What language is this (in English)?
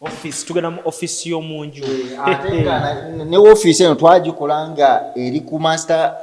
Ganda